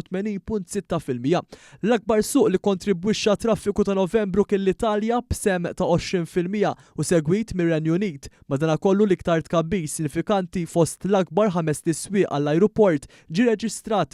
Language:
Maltese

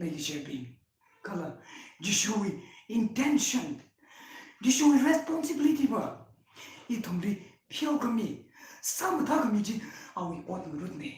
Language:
Tangkhul Naga (India)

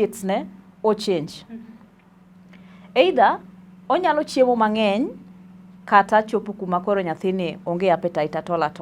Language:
Luo (Kenya and Tanzania)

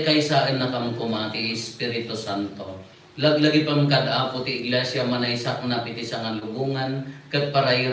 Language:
Iloko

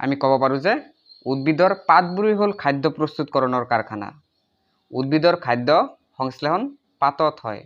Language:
Assamese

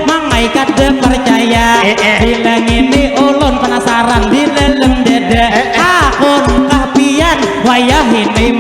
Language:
Banjar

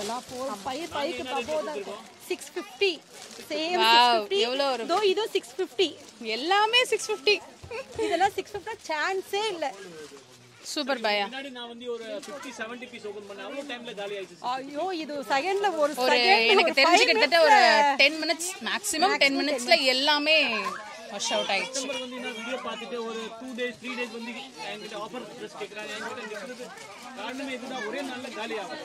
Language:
Tamil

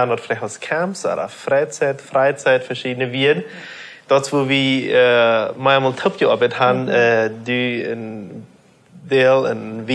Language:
Plautdietsch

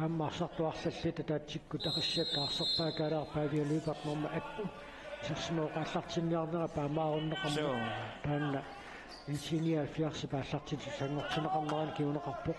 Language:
Kalaallisut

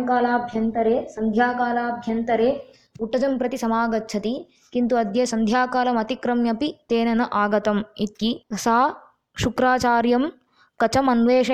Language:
Sanskrit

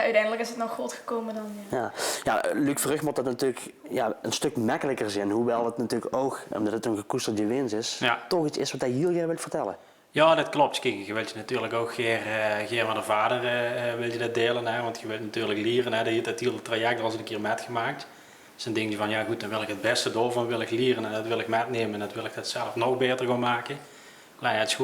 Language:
Limburgish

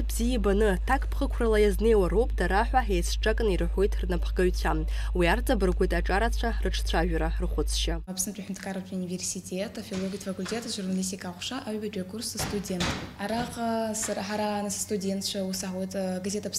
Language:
Abkhazian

